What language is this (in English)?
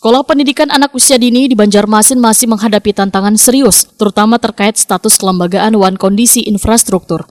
Banjar